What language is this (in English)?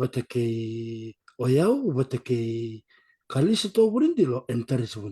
Fijian